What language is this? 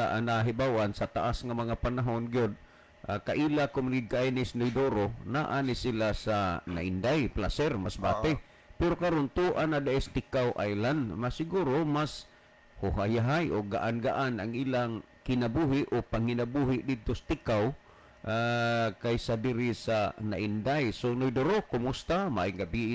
Cebuano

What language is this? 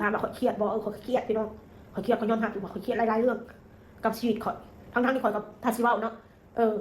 Northeastern Thai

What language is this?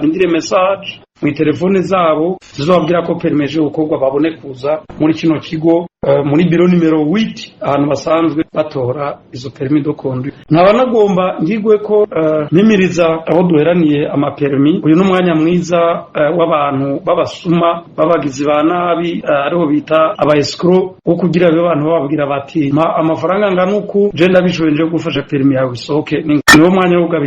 Rundi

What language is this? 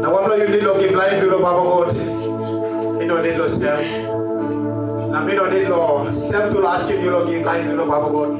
Tok Pisin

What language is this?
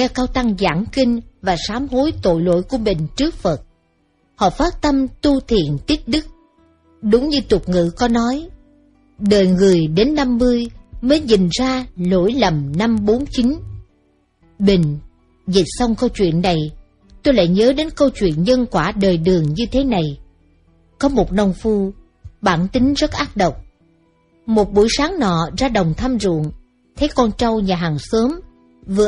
Vietnamese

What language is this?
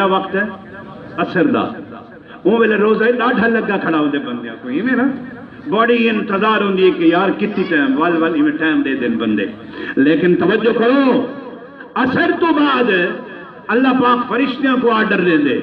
Saraiki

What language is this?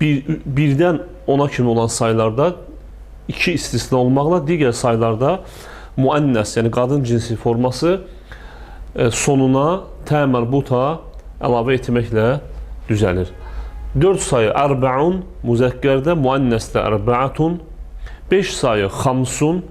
Azerbaijani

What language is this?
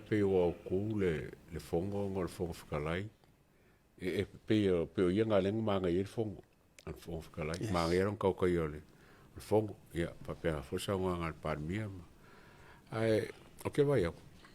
Samoan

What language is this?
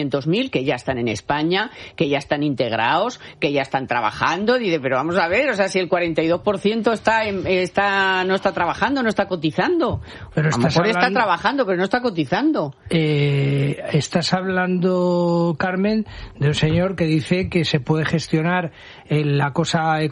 Spanish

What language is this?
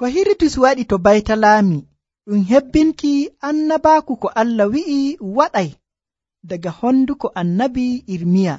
Nigerian Fulfulde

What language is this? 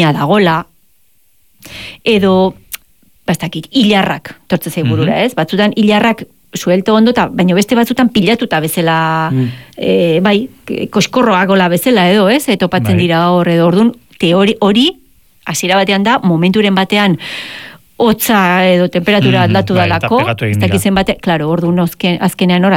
Basque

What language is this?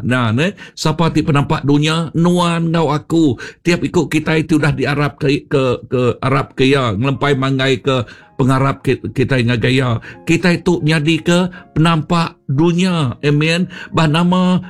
Iban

